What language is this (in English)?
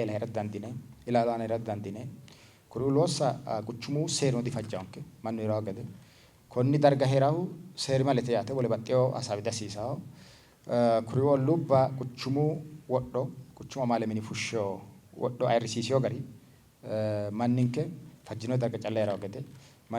Sidamo